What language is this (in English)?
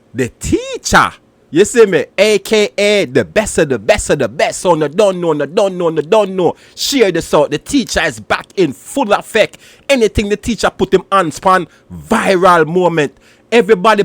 Jamaican Creole English